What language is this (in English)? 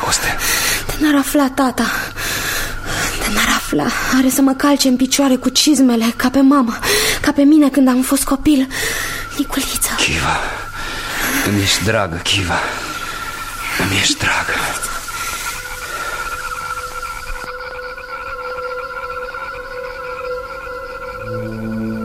Romanian